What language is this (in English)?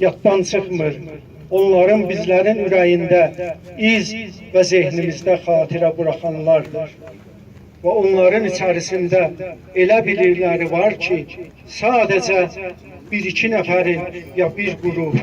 South Azerbaijani